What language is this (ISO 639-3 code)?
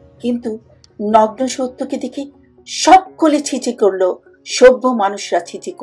ben